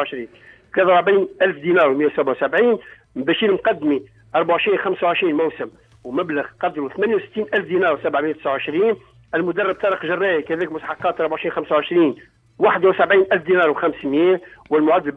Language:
Tunisian Arabic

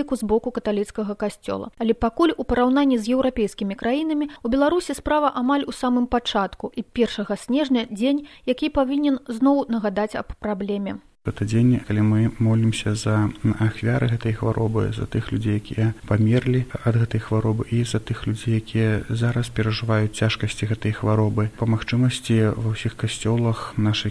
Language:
Belarusian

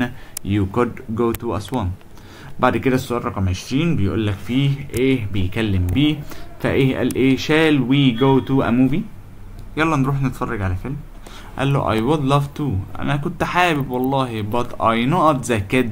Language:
Egyptian Arabic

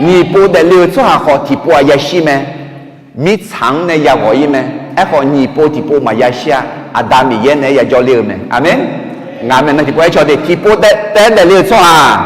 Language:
Akha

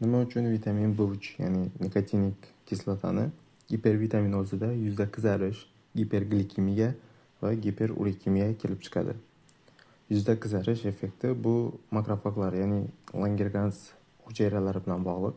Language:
Uzbek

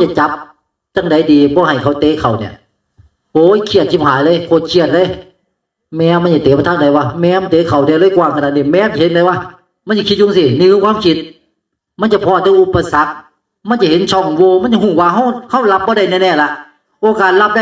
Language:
Northeastern Thai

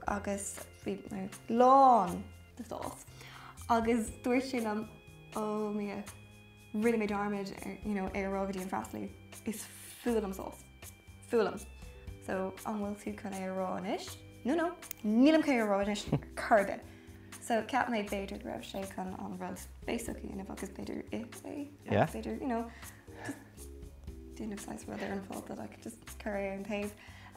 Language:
Irish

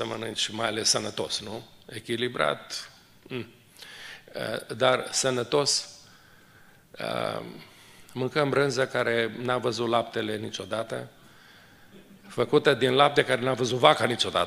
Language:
Romanian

